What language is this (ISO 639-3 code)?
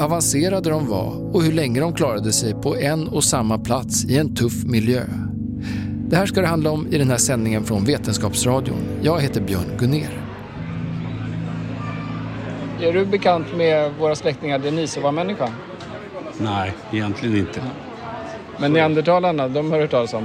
swe